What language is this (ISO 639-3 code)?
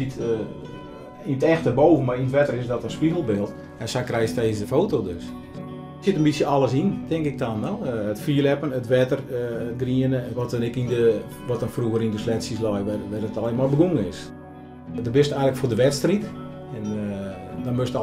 fry